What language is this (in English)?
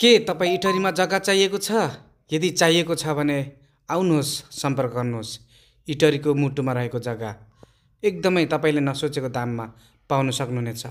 Nepali